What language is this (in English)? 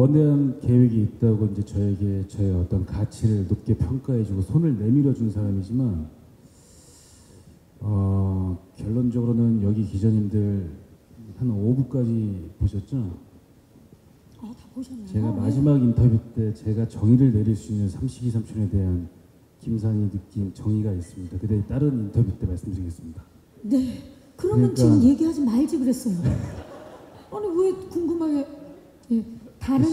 Korean